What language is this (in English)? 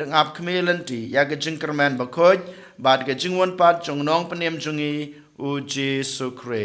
Khasi